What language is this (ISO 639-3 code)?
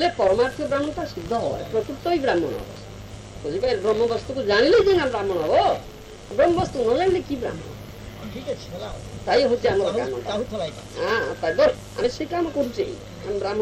ori